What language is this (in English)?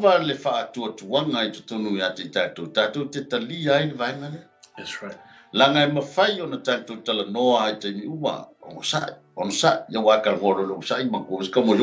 Samoan